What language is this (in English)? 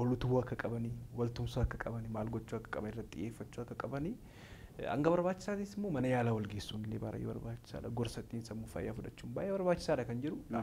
Oromo